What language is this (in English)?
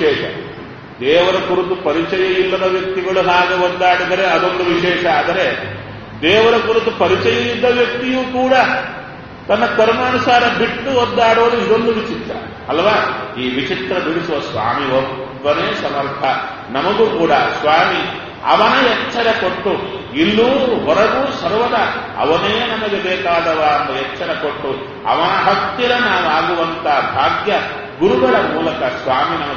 Kannada